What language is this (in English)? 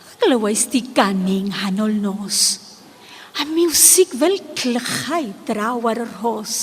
Welsh